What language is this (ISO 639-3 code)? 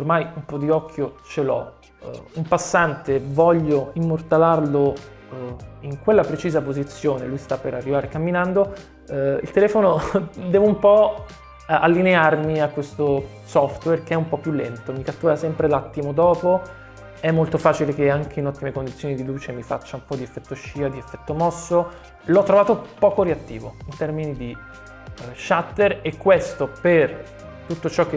ita